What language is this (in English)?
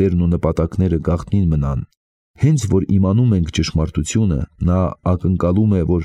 Armenian